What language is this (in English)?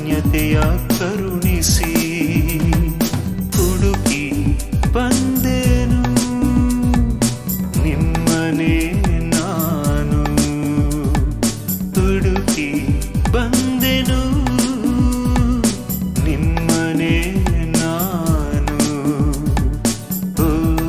Kannada